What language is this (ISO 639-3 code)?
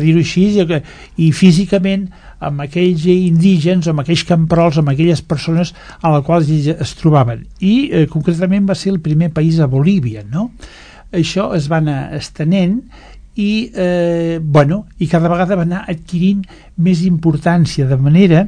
cat